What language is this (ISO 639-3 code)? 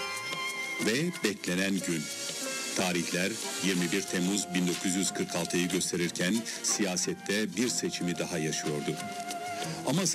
tur